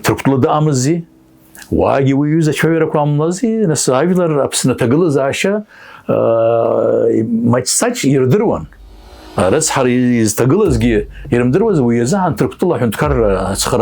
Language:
Abkhazian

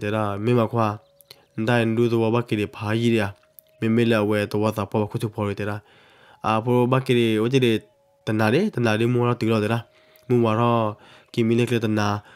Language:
S'gaw Karen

